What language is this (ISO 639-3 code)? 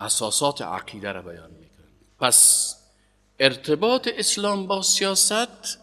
fas